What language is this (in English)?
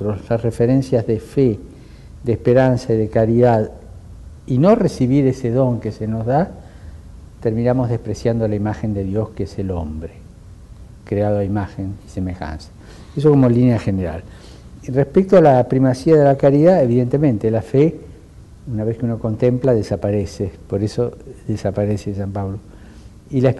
Spanish